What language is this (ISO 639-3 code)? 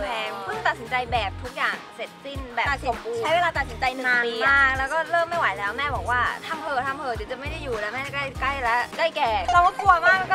tha